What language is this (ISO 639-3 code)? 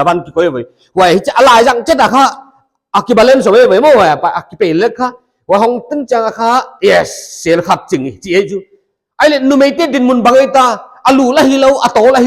pck